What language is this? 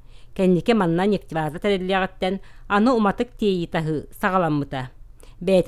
Yakut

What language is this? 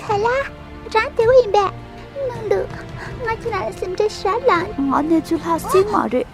Tibetan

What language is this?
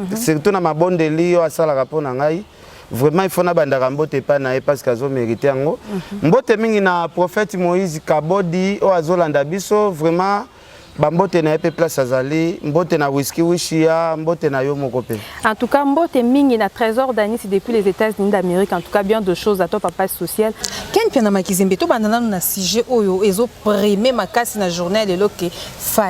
Lingala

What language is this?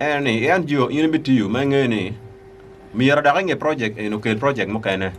Acoli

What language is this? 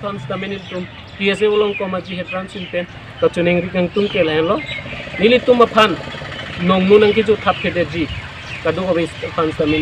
Karbi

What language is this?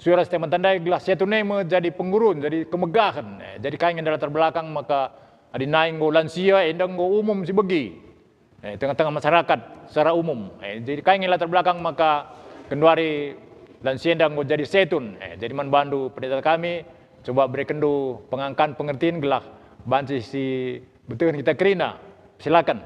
Batak Karo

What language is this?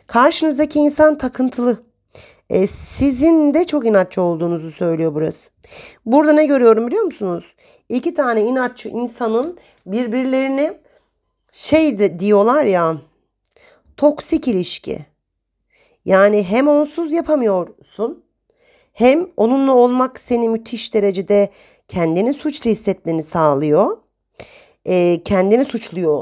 Turkish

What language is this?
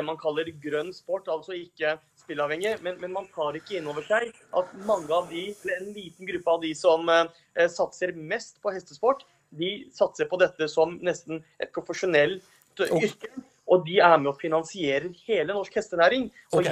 Norwegian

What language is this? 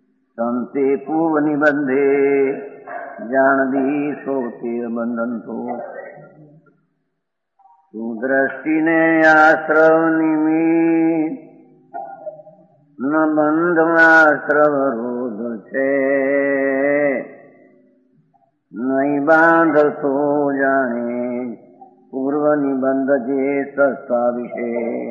Gujarati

